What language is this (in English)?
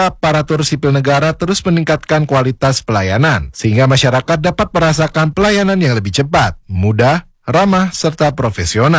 Indonesian